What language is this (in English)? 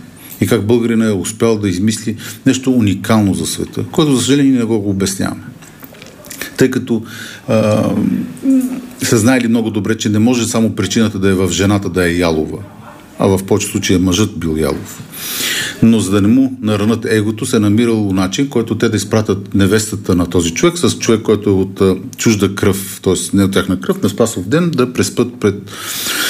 Bulgarian